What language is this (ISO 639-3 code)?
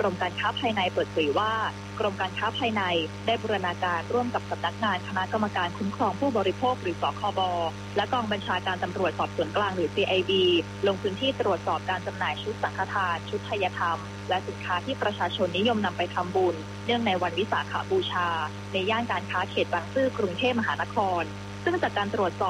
tha